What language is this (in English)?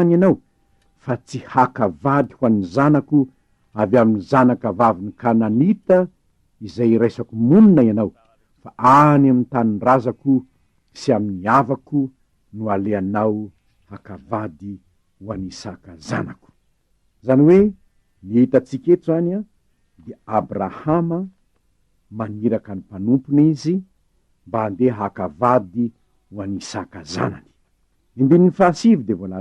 Malagasy